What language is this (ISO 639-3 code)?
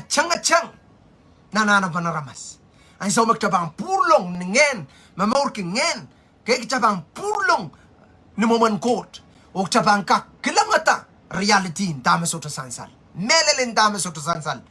pon